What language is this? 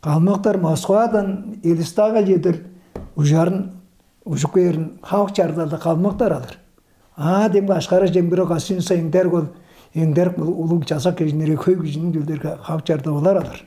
Tuvinian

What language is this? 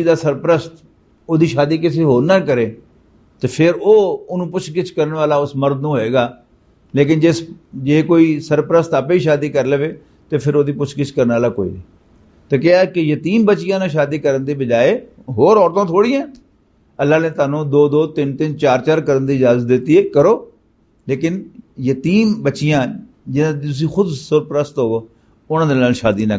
Western Panjabi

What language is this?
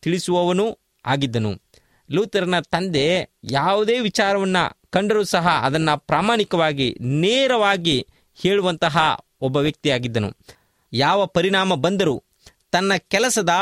Kannada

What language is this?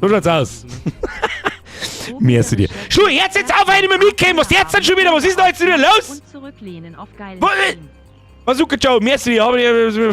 Bavarian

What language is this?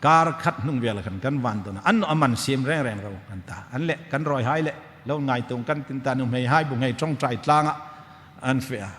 Hmar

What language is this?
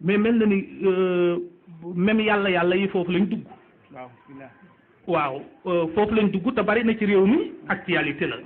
Wolof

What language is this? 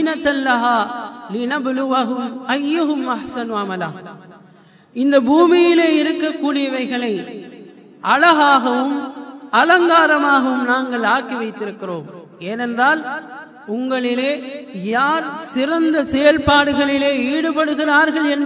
Tamil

